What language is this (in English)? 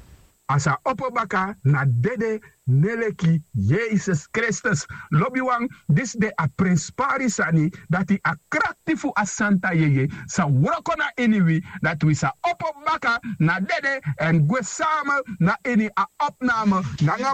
Sranan Tongo